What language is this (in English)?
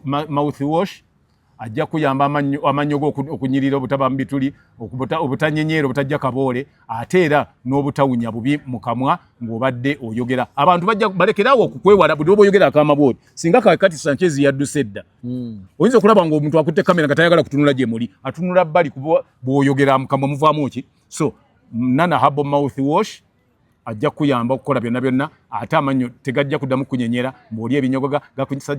Ganda